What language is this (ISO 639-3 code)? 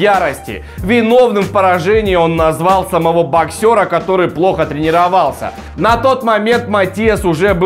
rus